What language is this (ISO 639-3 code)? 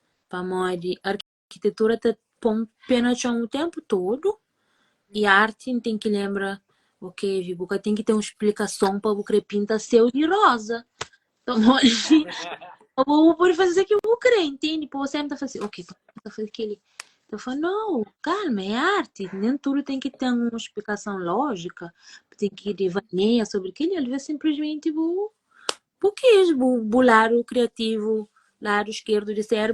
kea